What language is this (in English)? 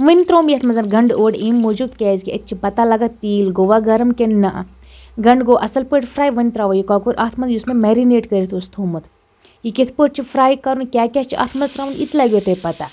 Kashmiri